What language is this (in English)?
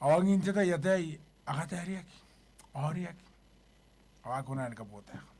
Gilbertese